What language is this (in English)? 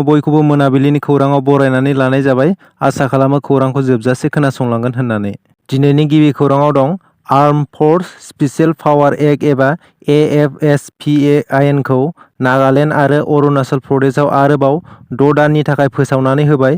Bodo